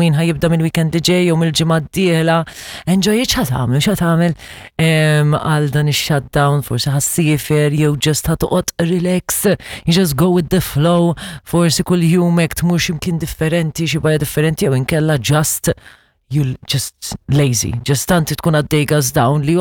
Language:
Maltese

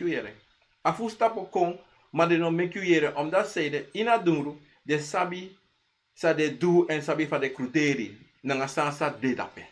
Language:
Sranan Tongo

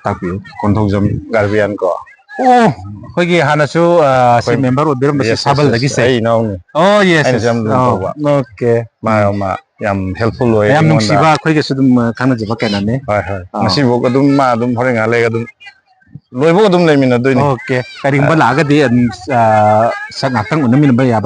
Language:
Manipuri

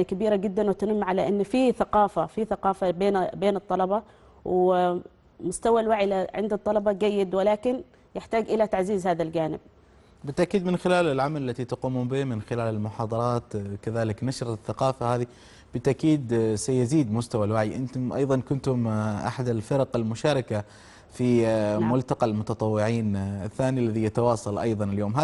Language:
Arabic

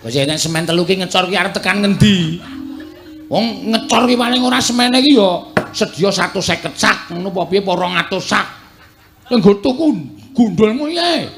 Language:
Javanese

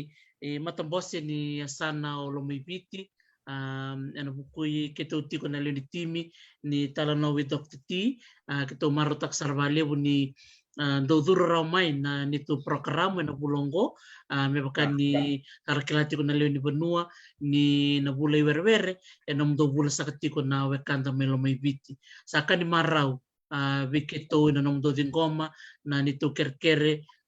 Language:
Fijian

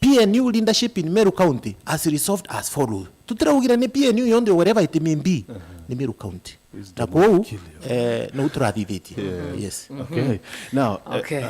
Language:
Meru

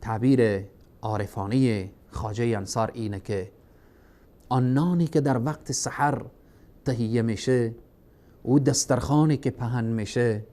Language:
Persian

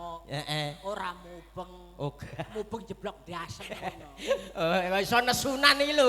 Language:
Javanese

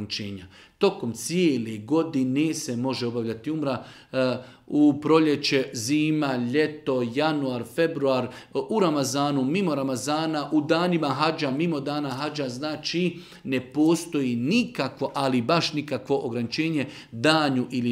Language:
Bosnian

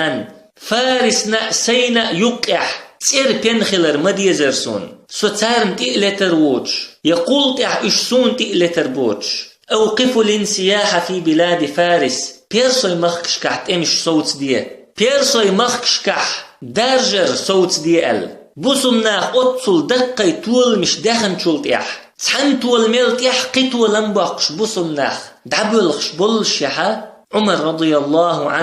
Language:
Chechen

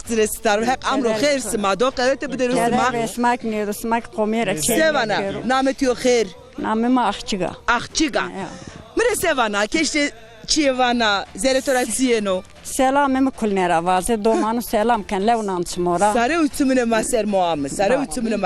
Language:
Zaza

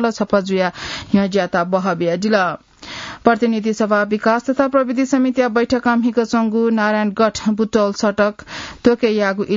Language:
Newari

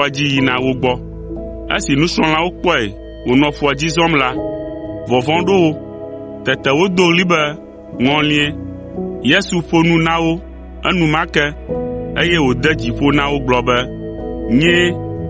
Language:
Ewe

